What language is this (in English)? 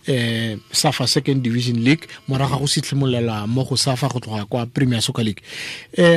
Tswana